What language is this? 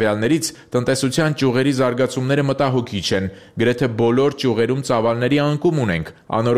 Armenian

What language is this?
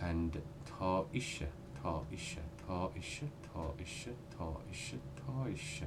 Irish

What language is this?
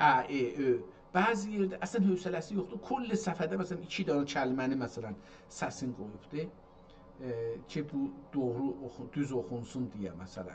South Azerbaijani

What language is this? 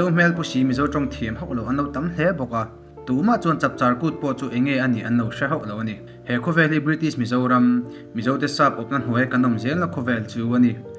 Mizo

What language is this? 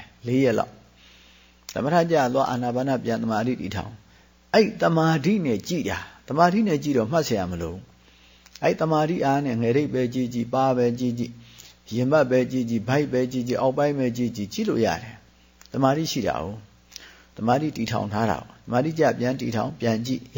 Burmese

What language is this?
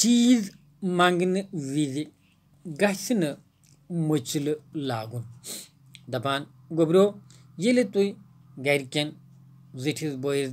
Kashmiri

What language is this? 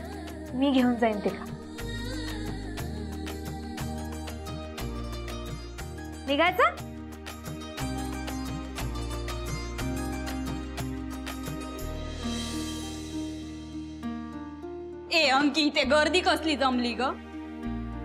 Marathi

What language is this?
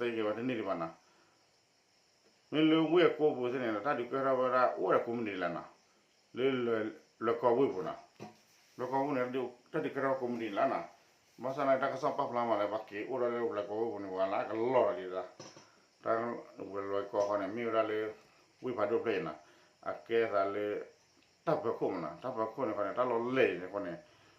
S'gaw Karen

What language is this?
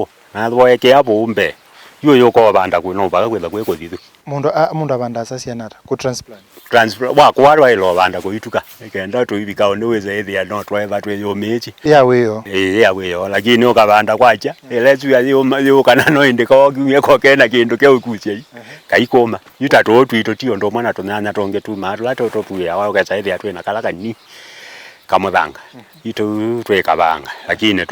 Kamba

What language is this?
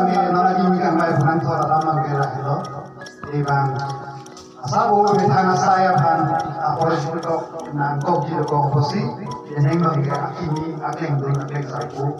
Karbi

